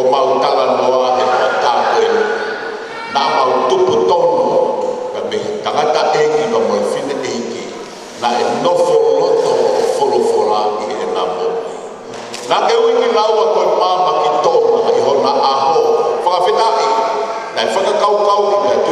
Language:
Tongan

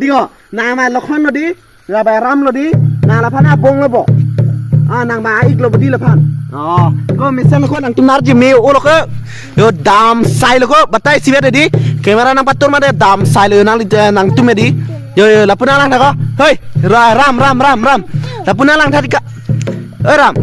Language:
Karbi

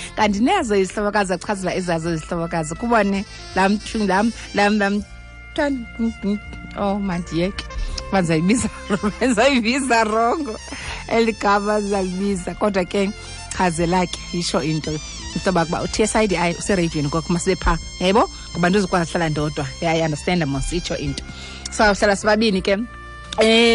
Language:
Xhosa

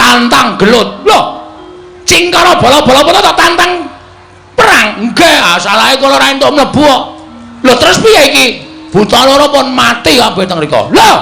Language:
Javanese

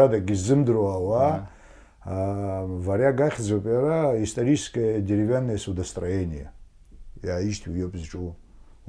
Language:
Abkhazian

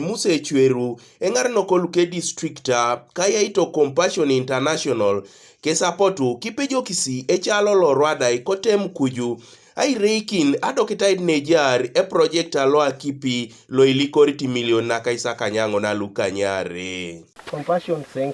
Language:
Teso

